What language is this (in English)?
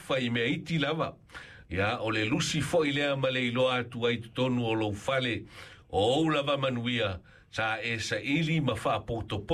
Samoan